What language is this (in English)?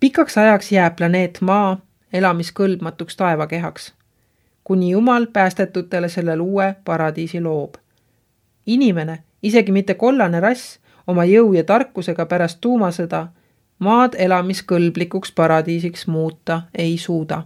Estonian